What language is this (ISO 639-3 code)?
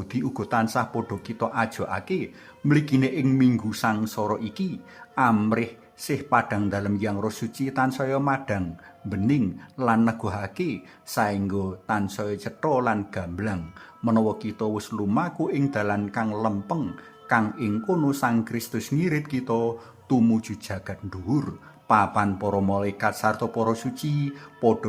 jav